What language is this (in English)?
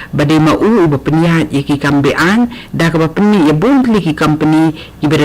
Khasi